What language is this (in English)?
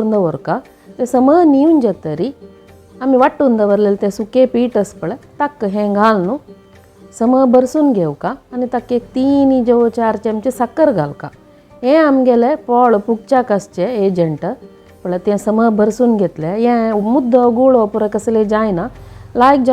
Konkani